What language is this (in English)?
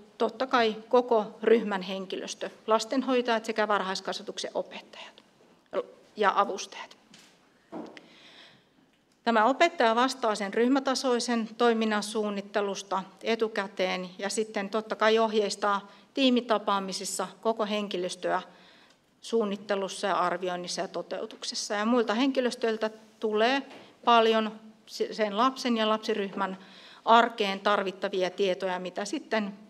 Finnish